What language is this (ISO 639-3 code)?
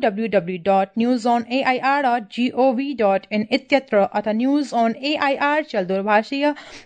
san